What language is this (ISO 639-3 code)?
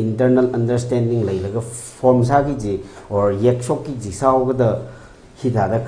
nmf